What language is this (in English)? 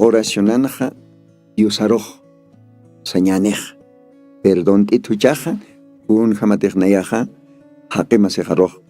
Aymara